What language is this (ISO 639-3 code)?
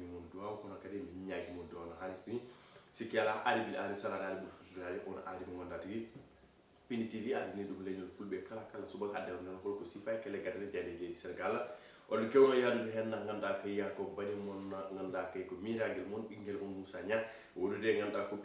ful